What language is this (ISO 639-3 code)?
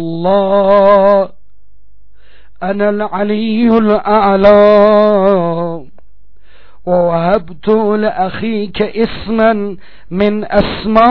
tur